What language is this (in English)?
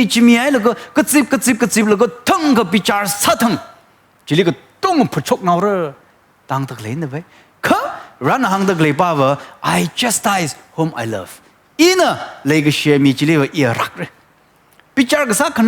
Tangkhul Naga (India)